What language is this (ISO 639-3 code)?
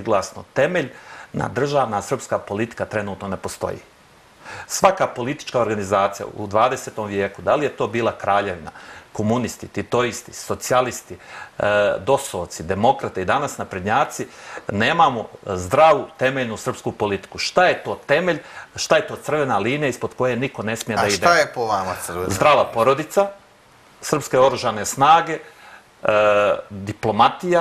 srp